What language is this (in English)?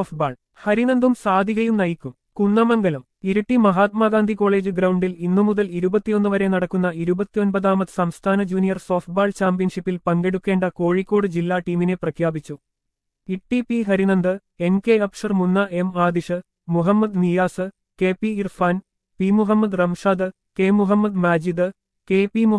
Malayalam